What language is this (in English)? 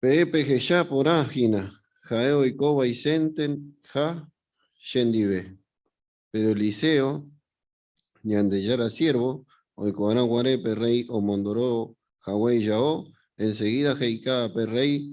Guarani